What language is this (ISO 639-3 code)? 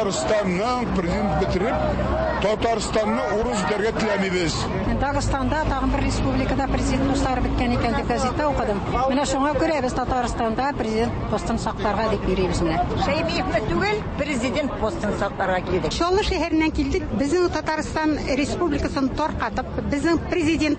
tat